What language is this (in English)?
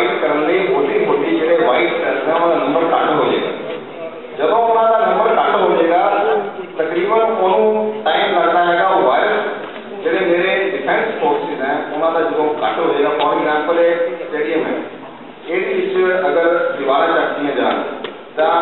Punjabi